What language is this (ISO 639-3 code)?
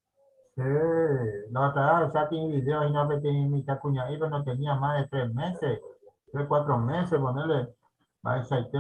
grn